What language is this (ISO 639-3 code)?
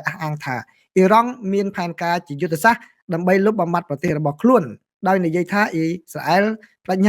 khm